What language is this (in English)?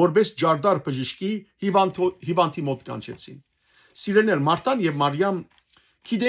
Western Armenian